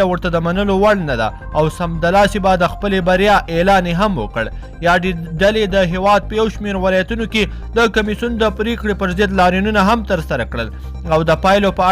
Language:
Pashto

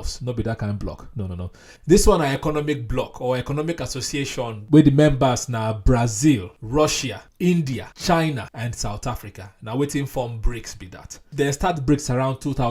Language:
Nigerian Pidgin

